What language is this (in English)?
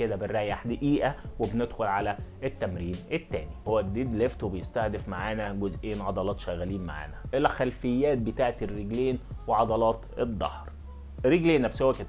Egyptian Arabic